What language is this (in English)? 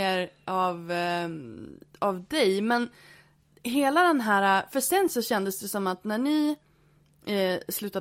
Swedish